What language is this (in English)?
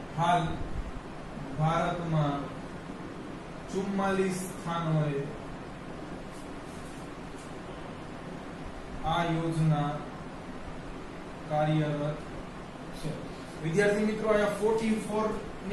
Gujarati